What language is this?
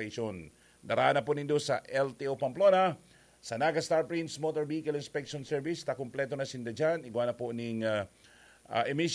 Bikol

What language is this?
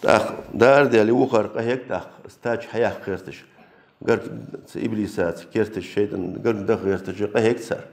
Ingush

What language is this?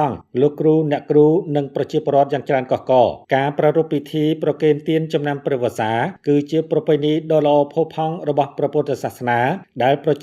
Khmer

